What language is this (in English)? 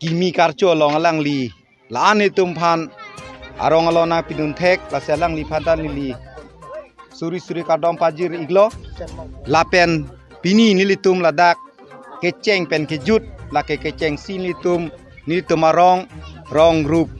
Karbi